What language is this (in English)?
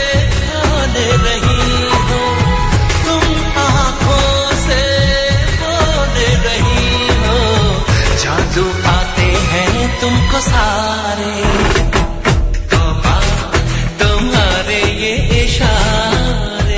Bangla